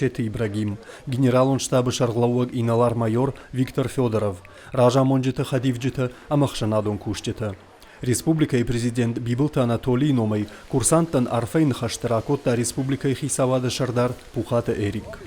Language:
Ossetic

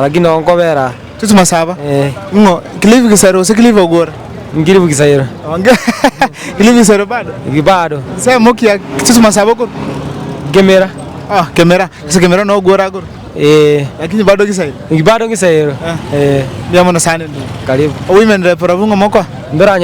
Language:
Gusii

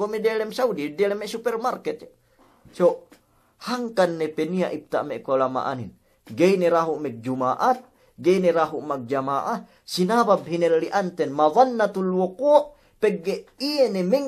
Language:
Yakan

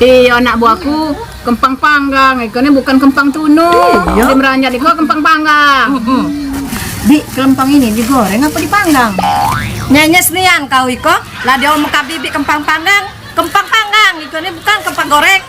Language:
Musi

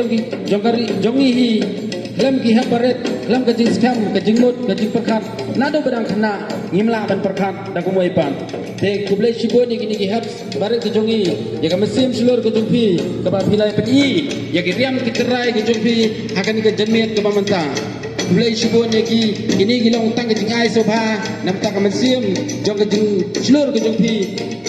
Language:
Khasi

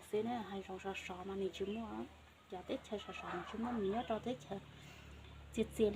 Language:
Hmong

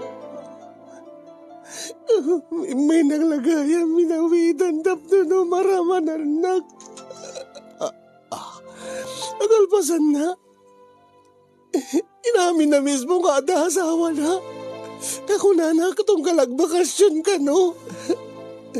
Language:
Iloko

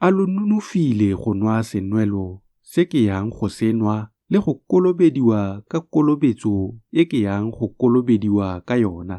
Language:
Tswana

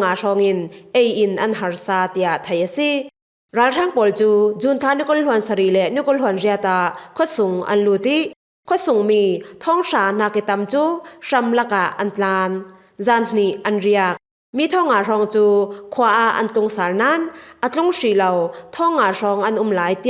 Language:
Falam Chin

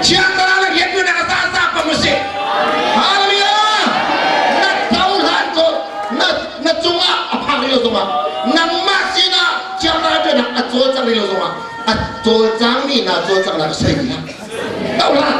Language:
Hakha Chin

